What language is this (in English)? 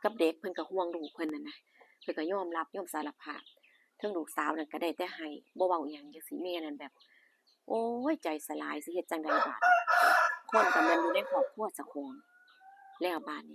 Northeastern Thai